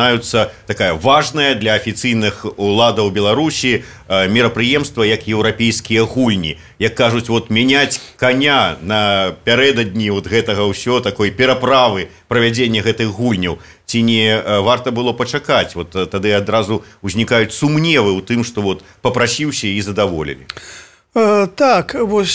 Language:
Belarusian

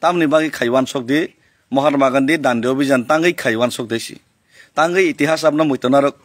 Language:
Kok Borok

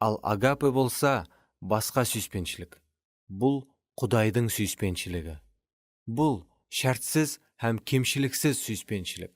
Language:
Kara-Kalpak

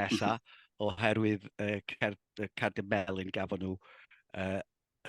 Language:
Welsh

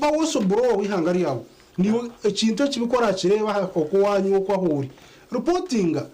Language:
Nyankole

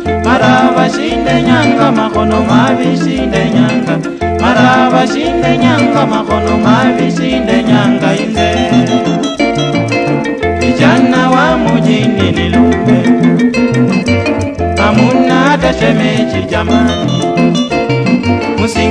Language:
Swahili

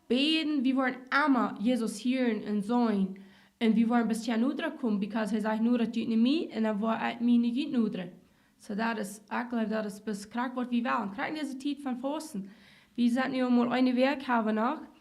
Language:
Plautdietsch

